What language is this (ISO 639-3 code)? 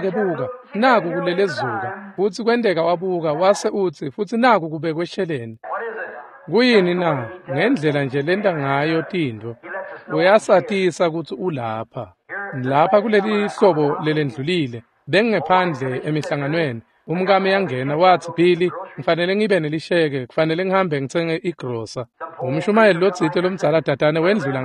ssw